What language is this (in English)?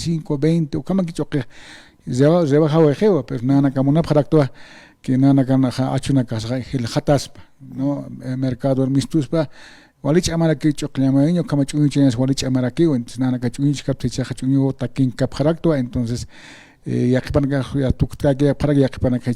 Aymara